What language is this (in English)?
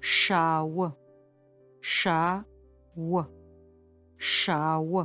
Adyghe